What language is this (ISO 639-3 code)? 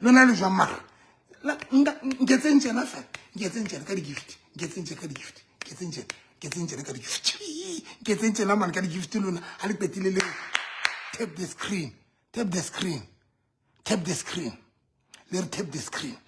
sot